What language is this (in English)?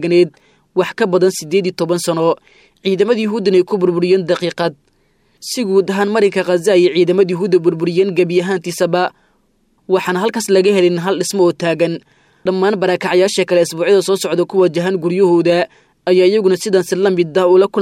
Somali